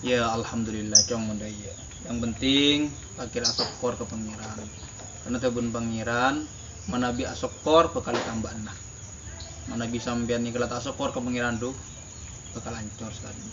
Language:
Madurese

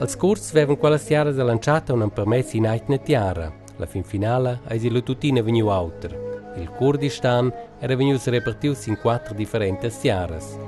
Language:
Romansh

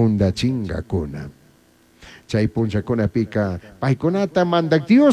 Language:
Chimborazo Highland Quichua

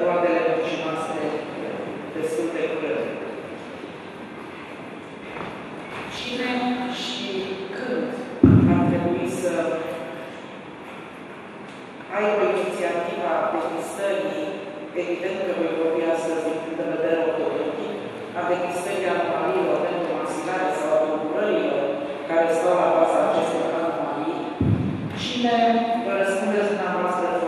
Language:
Romanian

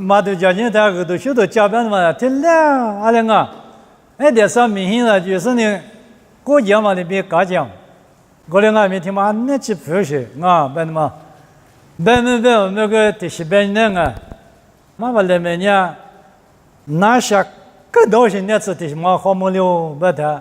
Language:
Lisu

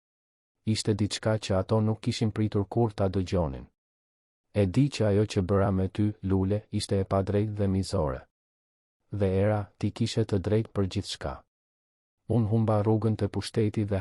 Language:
Albanian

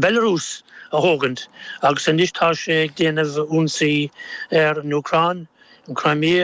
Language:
Irish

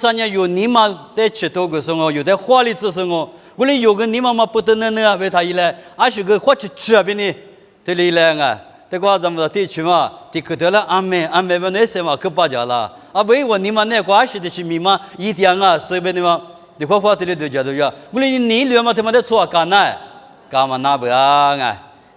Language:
Lisu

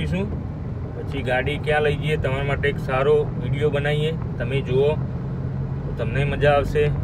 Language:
Gujarati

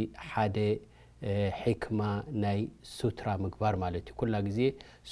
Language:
Tigrinya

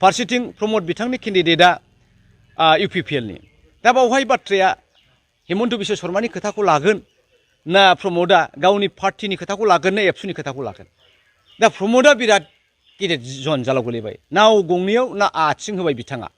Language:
Bodo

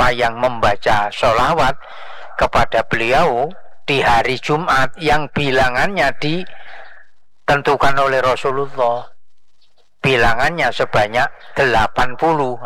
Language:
Indonesian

